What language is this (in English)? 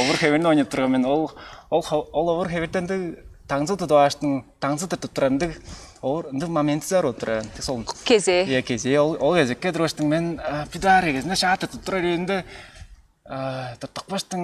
Tuvinian